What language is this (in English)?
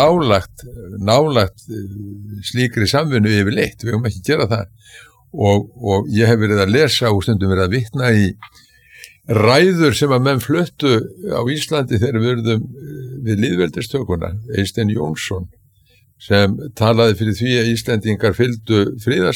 Icelandic